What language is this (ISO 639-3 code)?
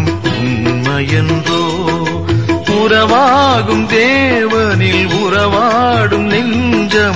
tam